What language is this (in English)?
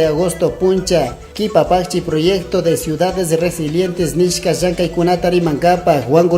Chimborazo Highland Quichua